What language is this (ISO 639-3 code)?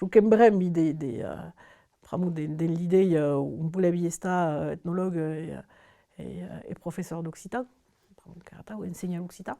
oci